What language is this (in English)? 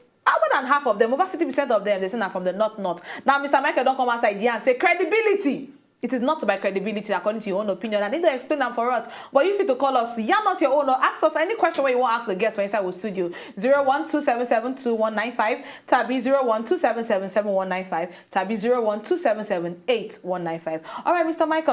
Nigerian Pidgin